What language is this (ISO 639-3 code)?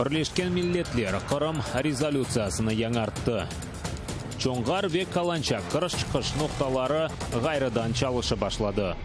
crh